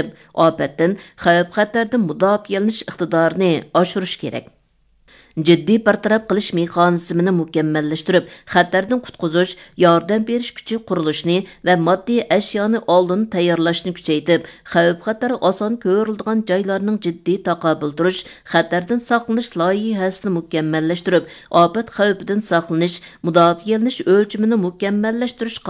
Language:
Uyghur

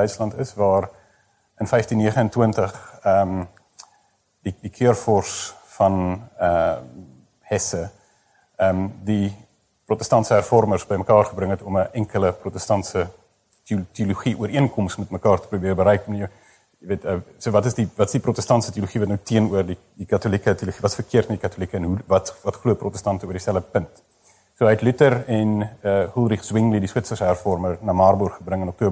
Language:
Afrikaans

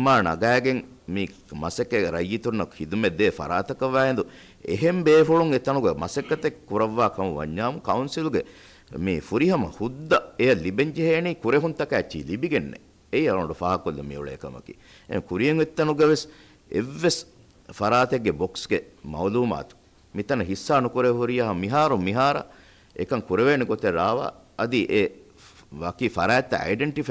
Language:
Divehi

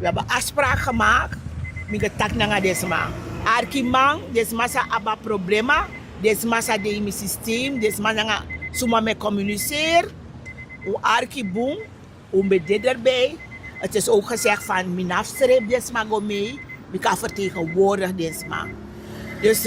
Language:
Sranan Tongo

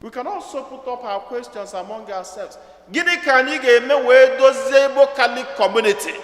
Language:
Igbo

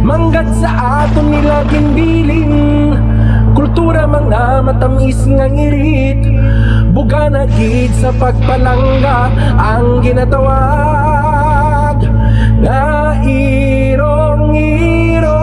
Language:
Hiligaynon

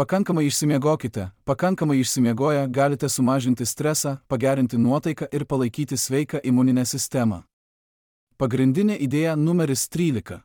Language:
Lithuanian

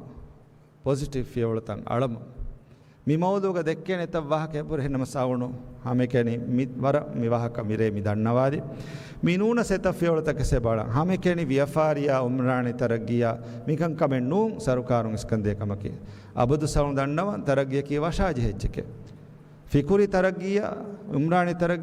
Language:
Divehi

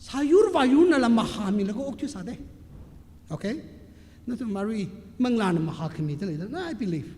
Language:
Tangkhul Naga (India)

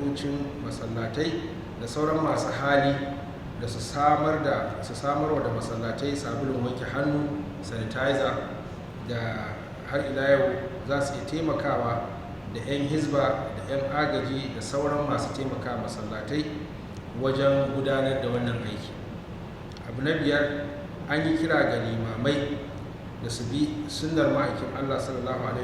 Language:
Hausa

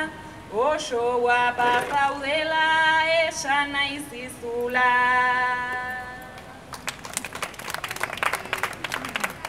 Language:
Basque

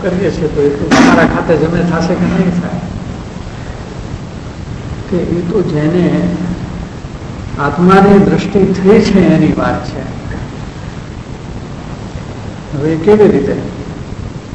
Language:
Gujarati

